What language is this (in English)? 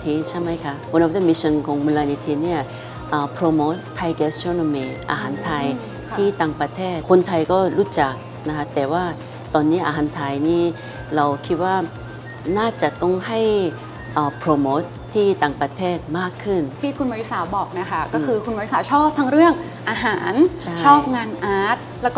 Thai